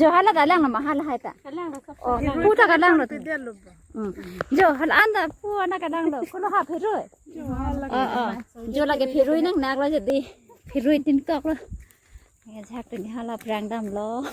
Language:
Karbi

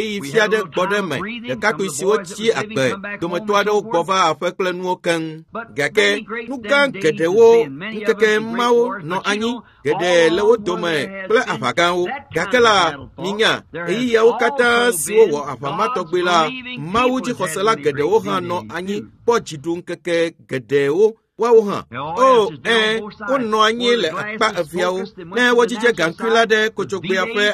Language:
Ewe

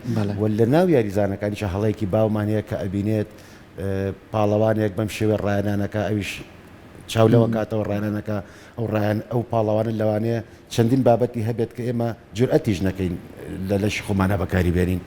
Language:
Central Kurdish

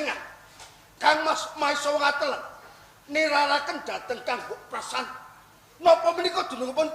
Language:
Javanese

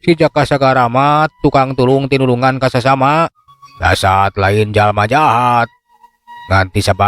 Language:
Sundanese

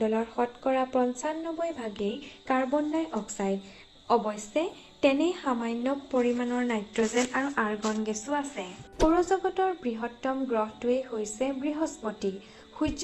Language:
Assamese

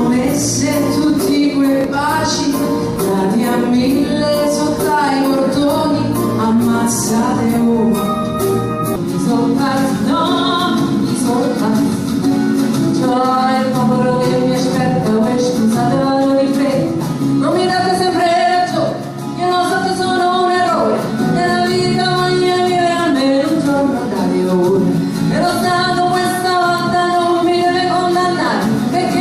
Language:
Neapolitan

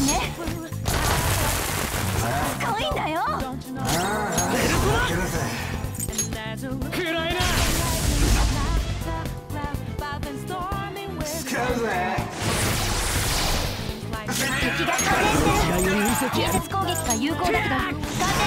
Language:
Japanese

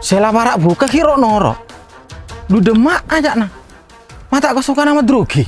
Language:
Madurese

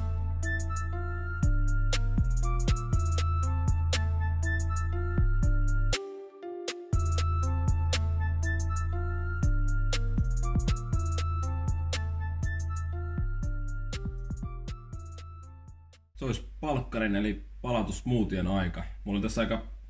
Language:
Finnish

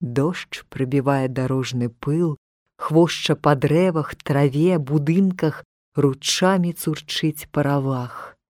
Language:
Belarusian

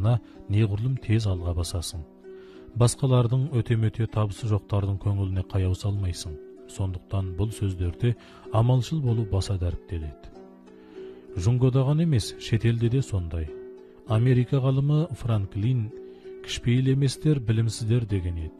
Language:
Kazakh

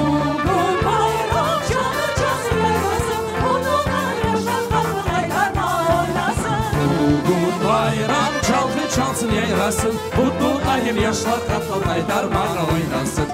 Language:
Crimean Tatar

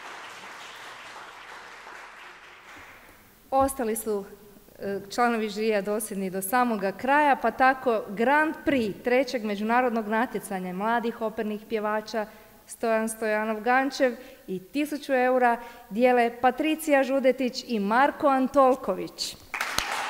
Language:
Croatian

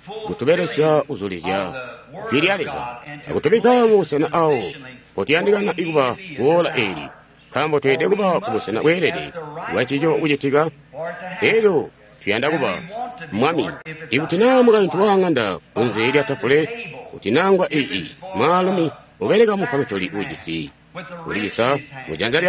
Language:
Tonga (Zambia)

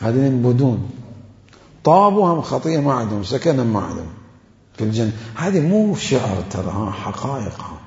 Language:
Mesopotamian Arabic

